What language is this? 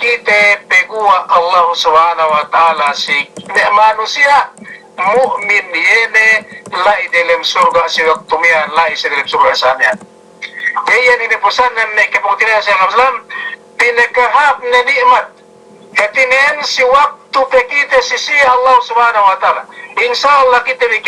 Yakan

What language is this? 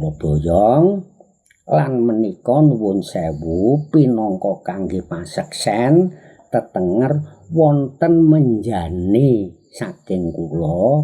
Javanese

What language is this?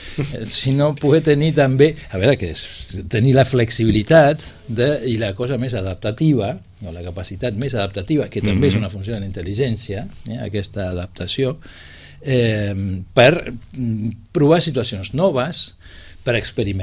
Catalan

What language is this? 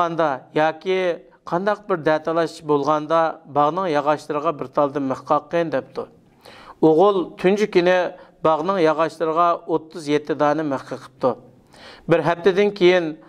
Uyghur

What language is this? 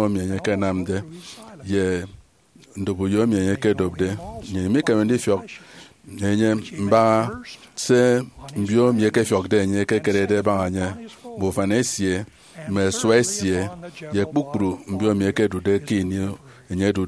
Efik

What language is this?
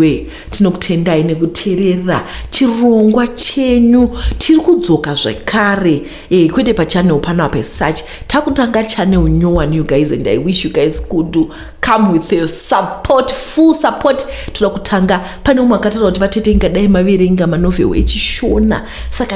Shona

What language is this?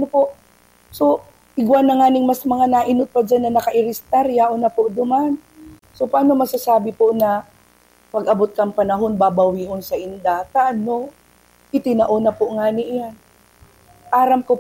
Bikol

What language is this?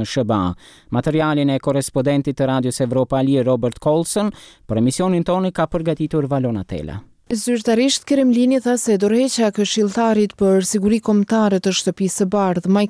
Albanian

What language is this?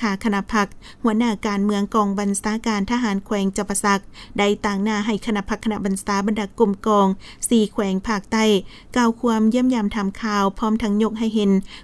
Lao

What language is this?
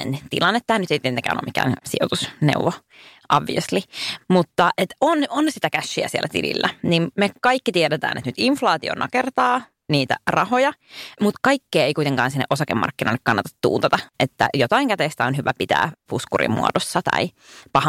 Finnish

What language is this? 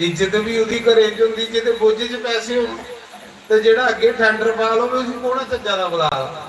Dogri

